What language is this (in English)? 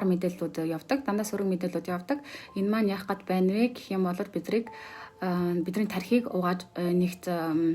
Mongolian